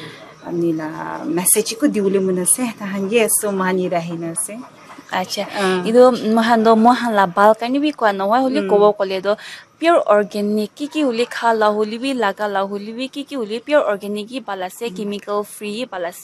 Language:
Naga Pidgin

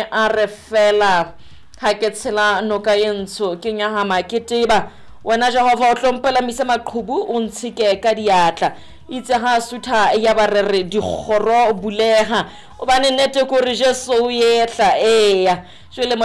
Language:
Southern Sotho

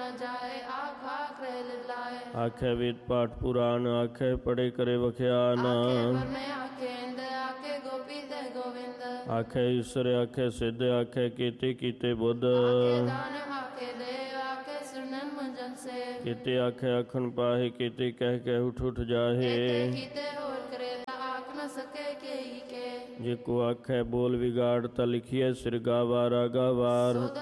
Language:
Punjabi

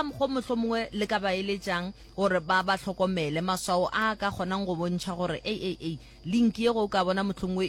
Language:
Northern Sotho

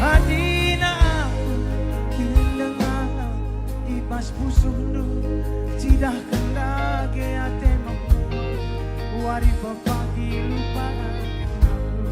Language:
Batak Karo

